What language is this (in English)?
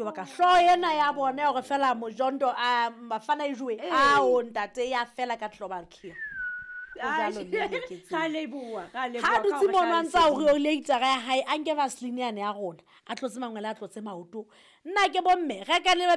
Southern Sotho